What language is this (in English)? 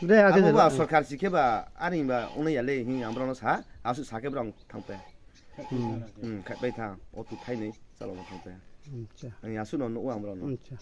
Riang (India)